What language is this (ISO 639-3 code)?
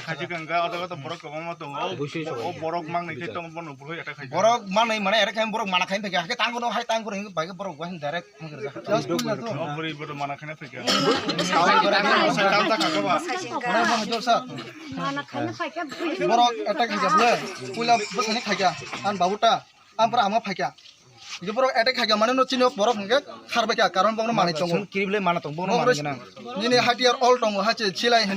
trp